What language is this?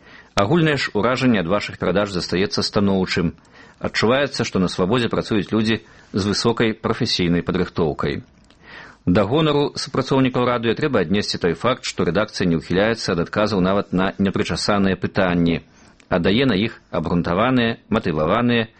Belarusian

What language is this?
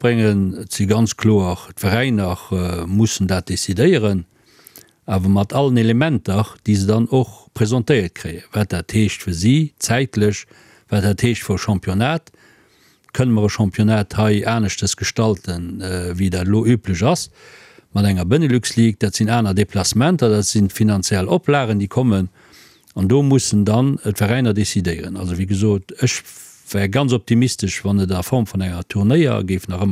Luxembourgish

